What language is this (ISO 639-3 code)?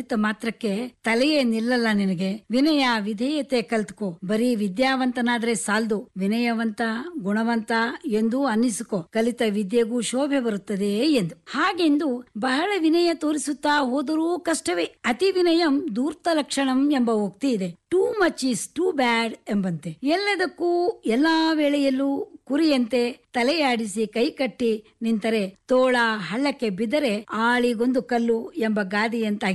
kan